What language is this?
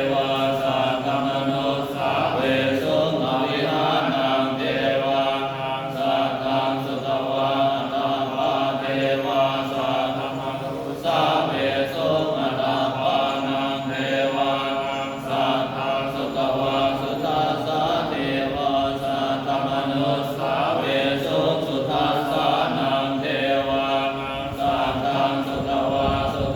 Pali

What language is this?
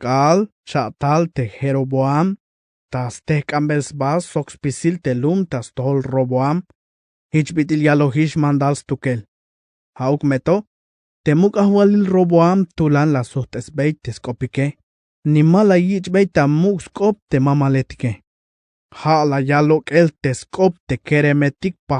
Tzeltal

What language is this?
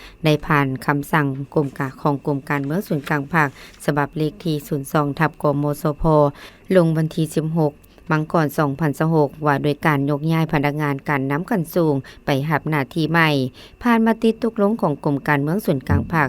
Lao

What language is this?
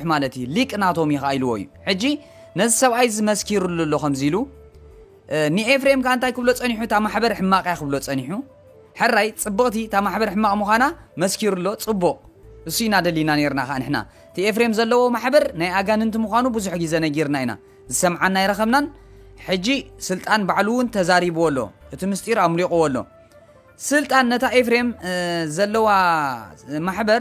Tigrinya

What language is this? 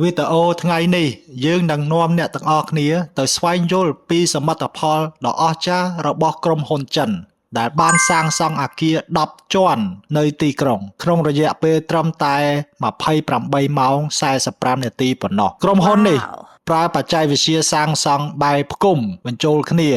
Khmer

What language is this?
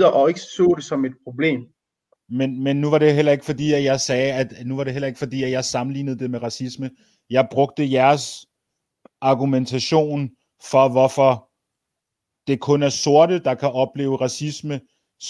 Danish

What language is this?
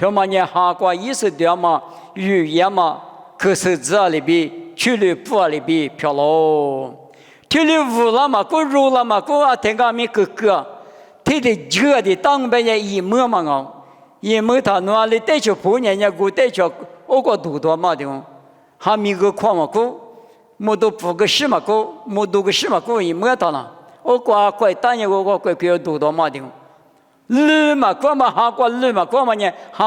Lisu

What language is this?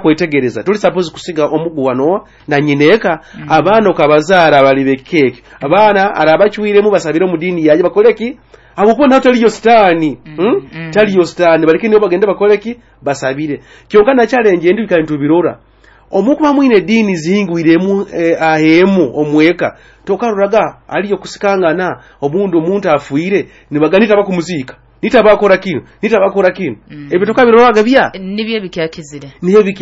Nyoro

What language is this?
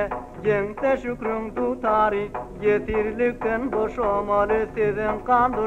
Turkmen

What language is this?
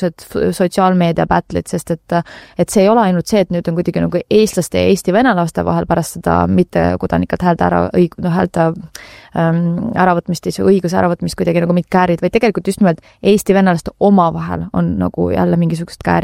Estonian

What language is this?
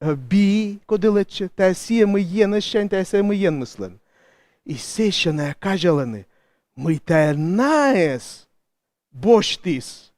Komi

